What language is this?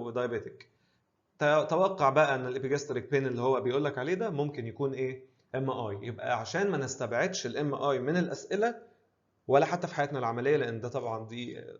Egyptian Arabic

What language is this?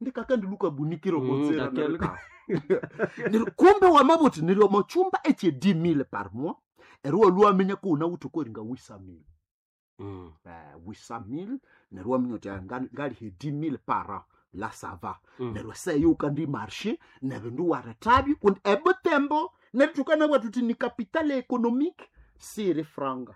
Nande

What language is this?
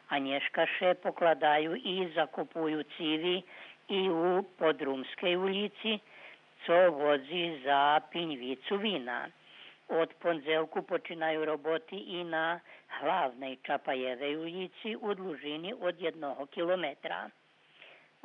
Rusyn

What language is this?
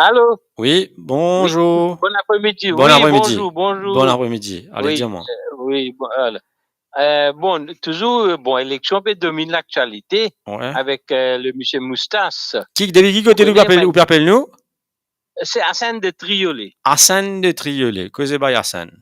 Morisyen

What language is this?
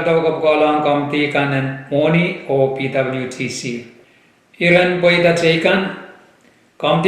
Pohnpeian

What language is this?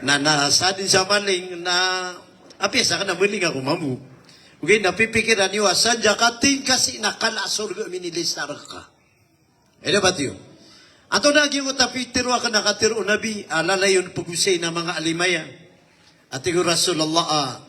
Maranao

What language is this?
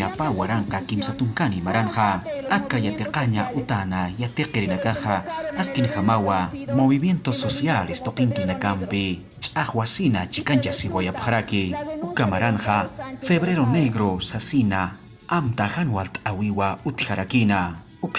Aymara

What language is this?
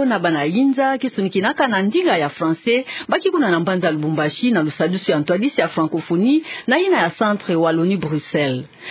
Kituba (Democratic Republic of Congo)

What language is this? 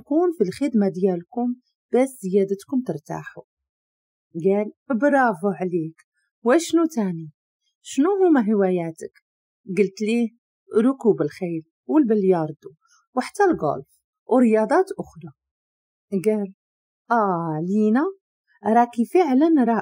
Moroccan Arabic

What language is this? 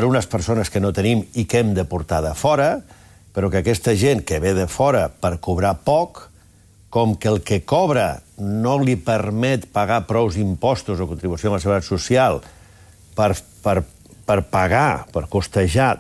Catalan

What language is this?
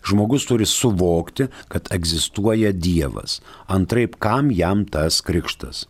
Lithuanian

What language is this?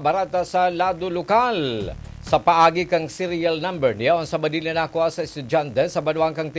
Bikol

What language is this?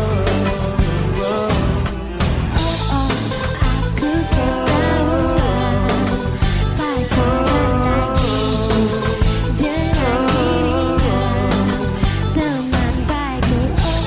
Indonesian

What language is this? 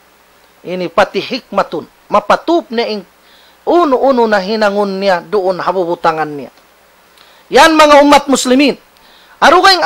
Tausug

